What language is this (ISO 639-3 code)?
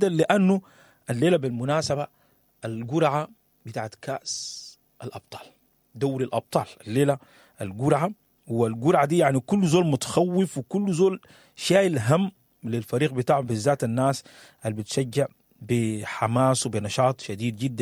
apd